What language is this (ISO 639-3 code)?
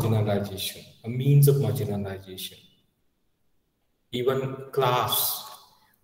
eng